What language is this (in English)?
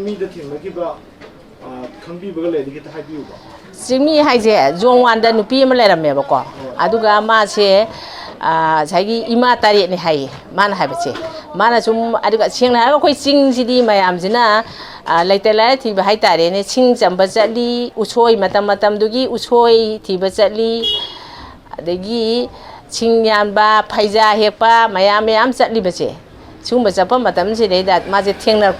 Manipuri